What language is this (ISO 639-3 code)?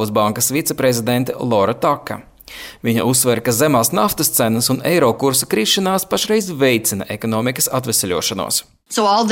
lav